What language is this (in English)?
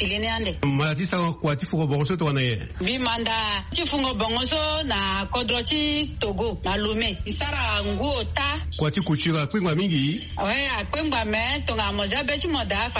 Sango